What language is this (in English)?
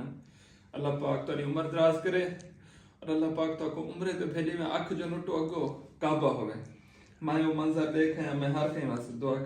Saraiki